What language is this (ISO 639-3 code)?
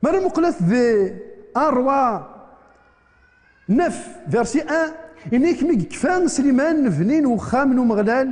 kab